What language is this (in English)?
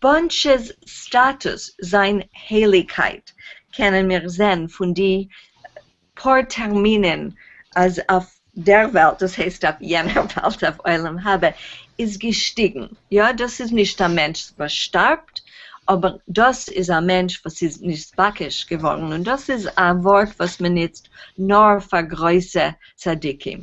Yiddish